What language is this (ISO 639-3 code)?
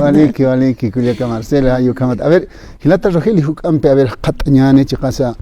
aym